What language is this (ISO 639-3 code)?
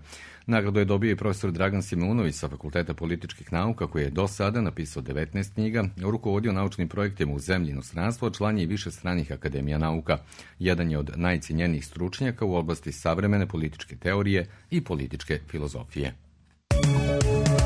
srp